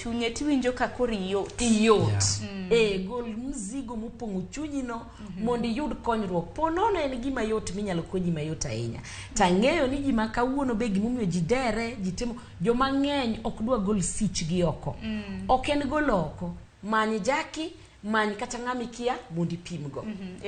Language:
Luo (Kenya and Tanzania)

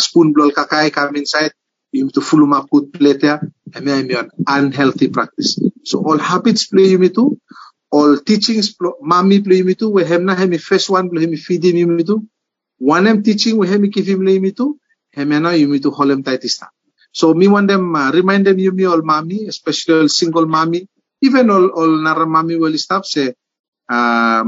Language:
Bislama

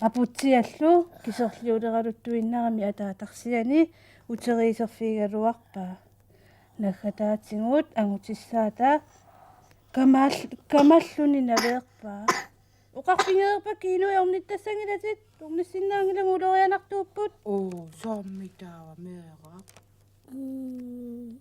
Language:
Kalaallisut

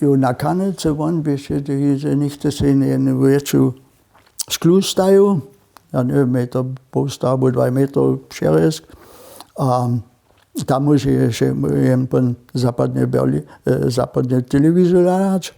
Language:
Upper Sorbian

